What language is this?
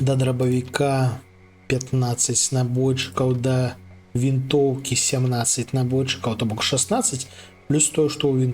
Belarusian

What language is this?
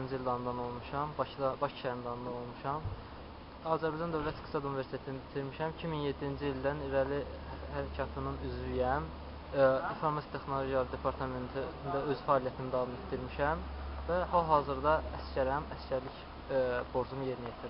Azerbaijani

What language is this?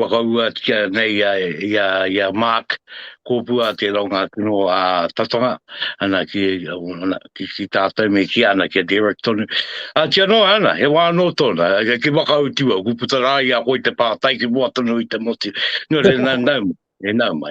Māori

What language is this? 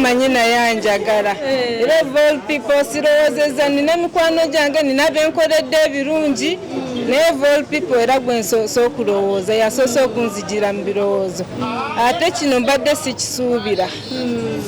Ganda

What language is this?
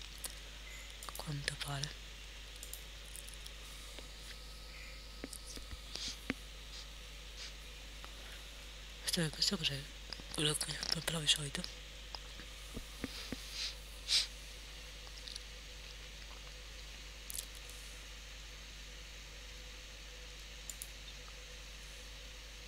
Italian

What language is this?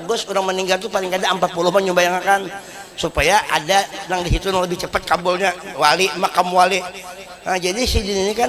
Banjar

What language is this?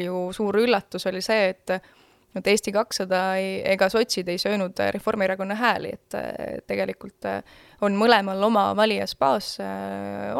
Estonian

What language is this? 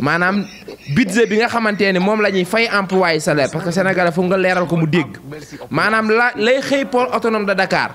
Wolof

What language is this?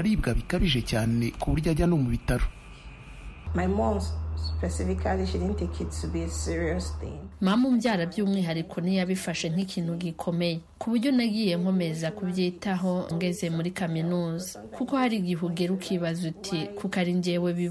Kinyarwanda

